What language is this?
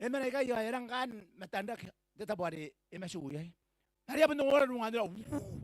Gilbertese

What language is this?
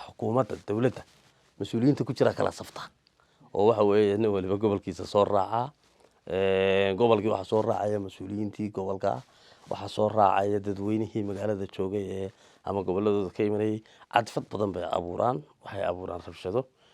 Somali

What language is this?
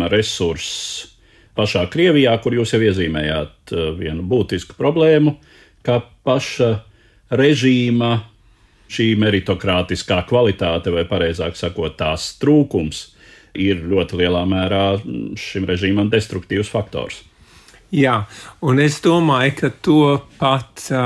Latvian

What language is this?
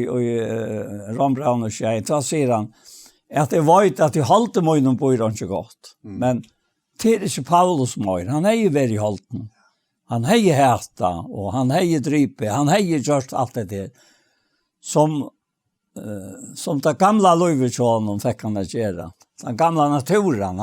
Faroese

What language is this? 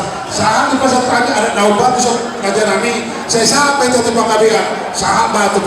Batak Simalungun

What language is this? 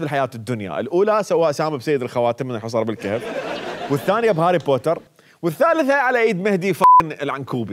Mesopotamian Arabic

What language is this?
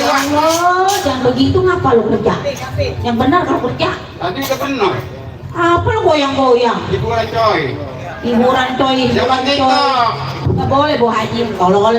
Betawi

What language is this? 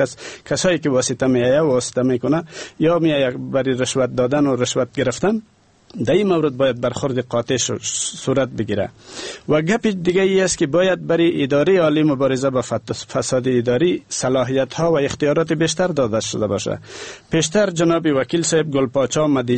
Persian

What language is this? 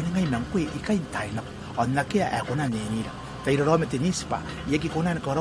Gilbertese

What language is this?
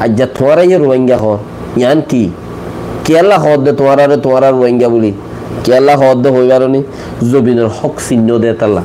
Rohingya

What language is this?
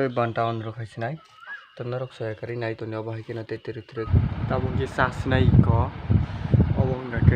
Kok Borok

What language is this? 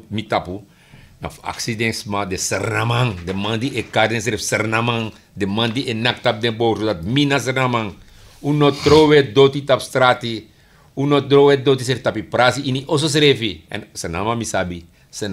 Sranan Tongo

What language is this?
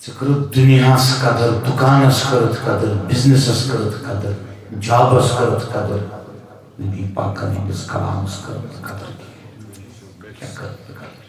Kashmiri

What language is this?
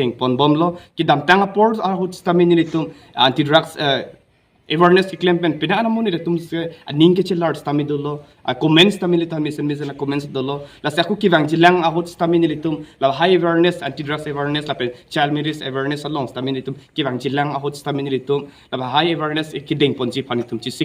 Karbi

